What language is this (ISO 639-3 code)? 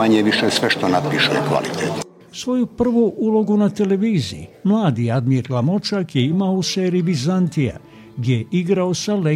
bos